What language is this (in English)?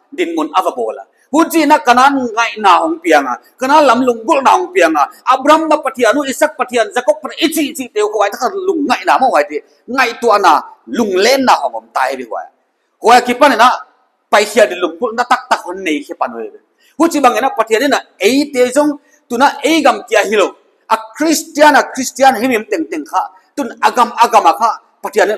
Paite Chin